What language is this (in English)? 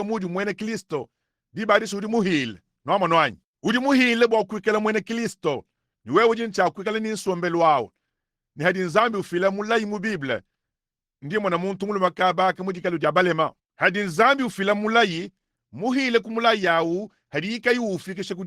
Luba-Lulua